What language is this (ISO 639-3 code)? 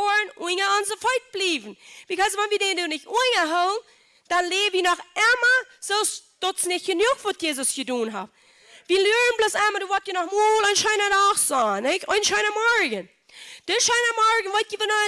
pdt